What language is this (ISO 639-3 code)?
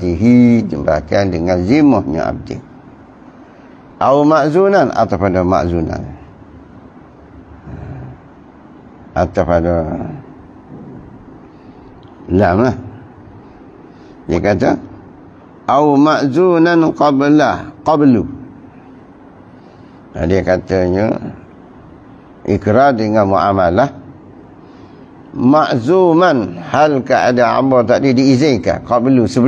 msa